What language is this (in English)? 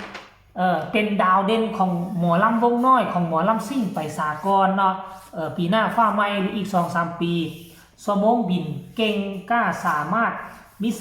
Northeastern Thai